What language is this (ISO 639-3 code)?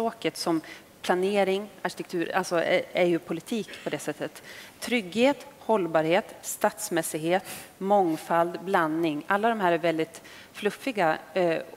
swe